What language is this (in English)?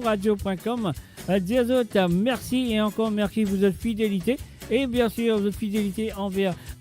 Morisyen